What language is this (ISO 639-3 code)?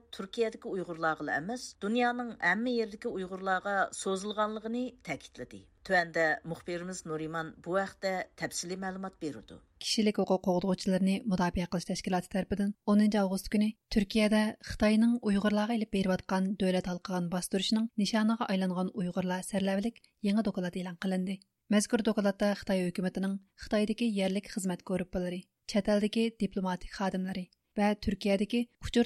uig